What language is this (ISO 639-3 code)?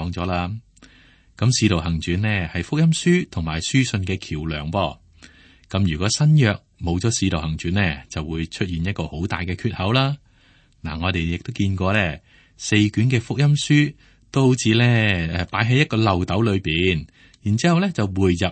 yue